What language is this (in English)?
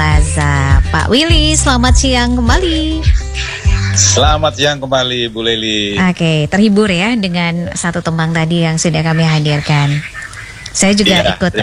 Indonesian